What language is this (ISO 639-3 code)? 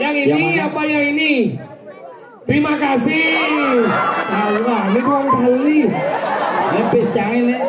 ban